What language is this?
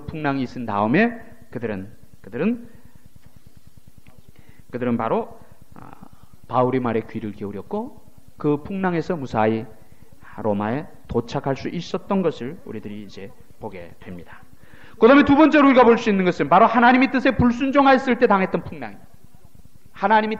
Korean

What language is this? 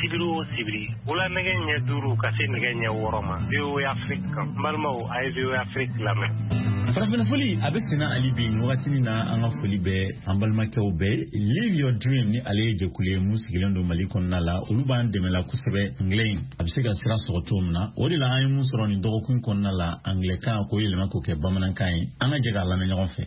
Bambara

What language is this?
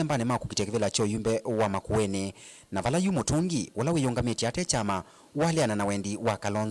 Kamba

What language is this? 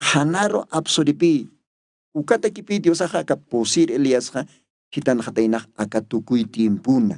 Aymara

